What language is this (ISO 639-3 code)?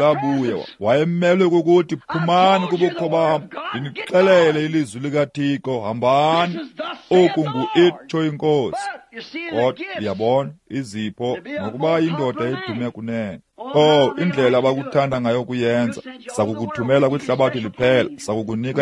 xho